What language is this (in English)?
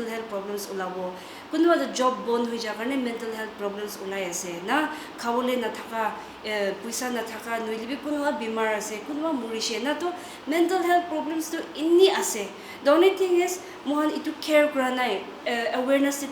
Naga Pidgin